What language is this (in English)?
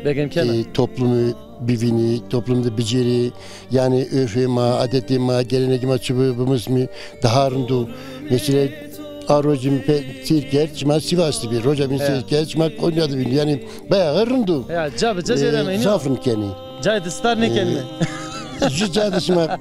Zaza